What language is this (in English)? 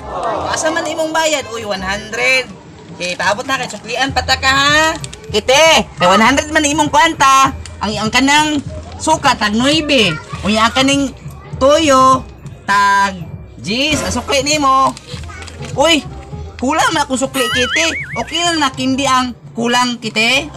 Cebuano